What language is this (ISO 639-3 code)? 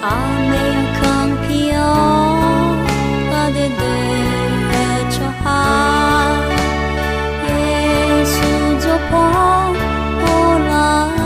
ahk